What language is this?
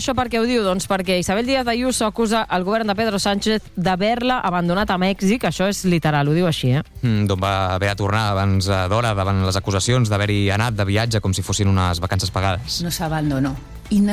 Catalan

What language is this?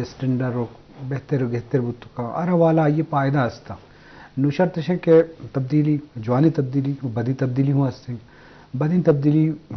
Eastern Balochi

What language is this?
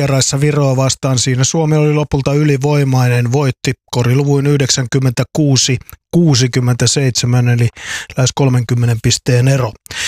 Finnish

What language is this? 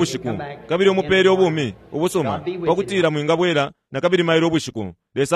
Bemba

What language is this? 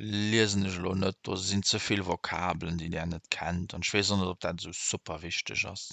Luxembourgish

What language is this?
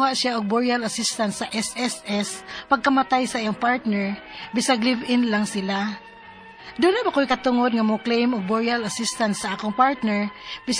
Cebuano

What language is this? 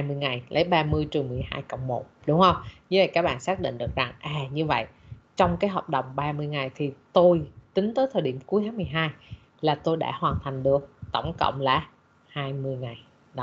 Vietnamese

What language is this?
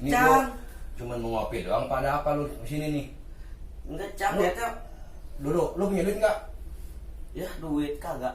Betawi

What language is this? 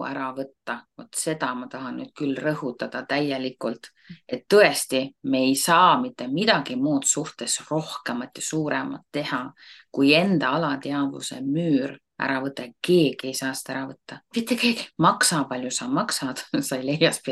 Estonian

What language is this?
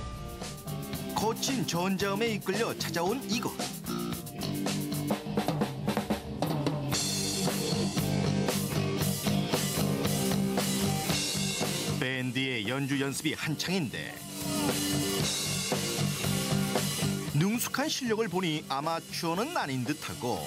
Korean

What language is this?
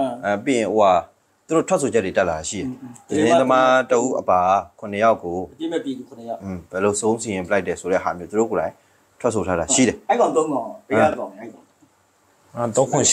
Burmese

